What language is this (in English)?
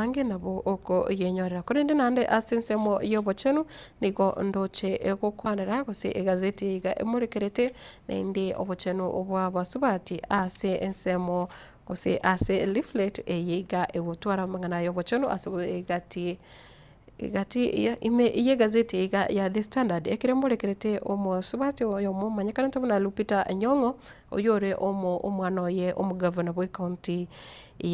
Gusii